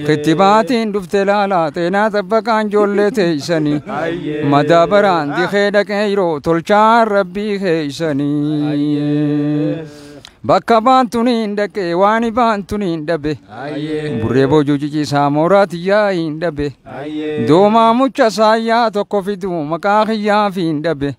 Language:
Oromo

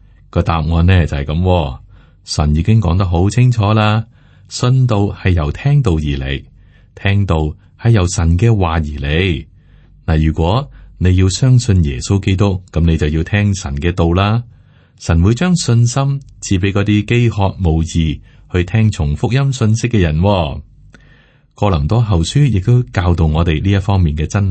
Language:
Cantonese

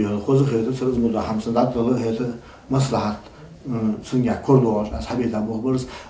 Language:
Ingush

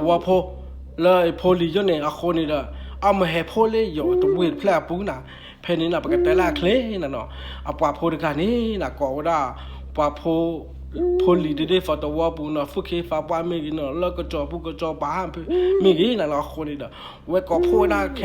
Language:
S'gaw Karen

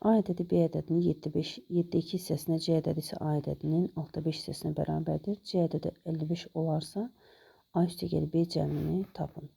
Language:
Azerbaijani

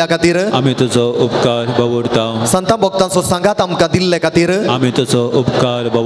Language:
Konkani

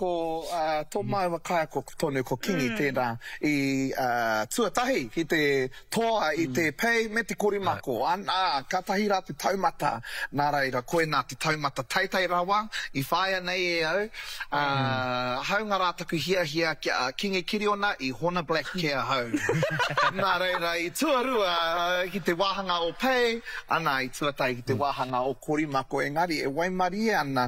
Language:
Māori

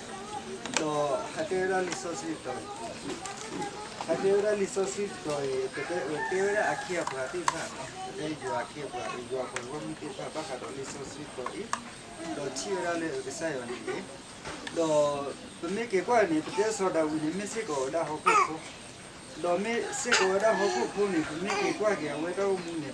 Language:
S'gaw Karen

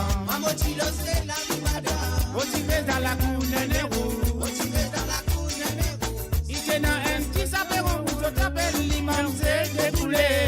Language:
Morisyen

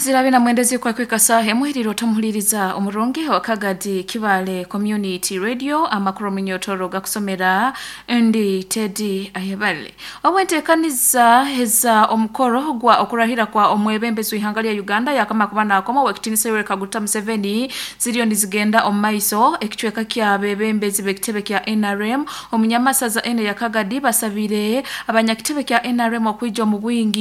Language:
Nyoro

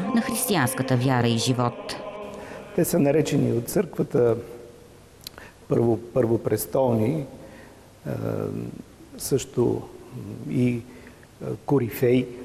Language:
Bulgarian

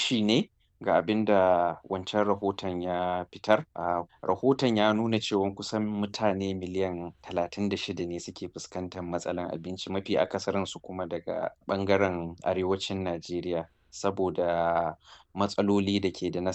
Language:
Hausa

